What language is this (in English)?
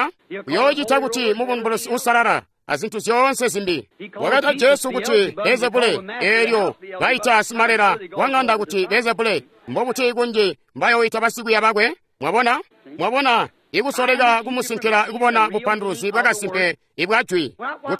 Tonga (Zambia)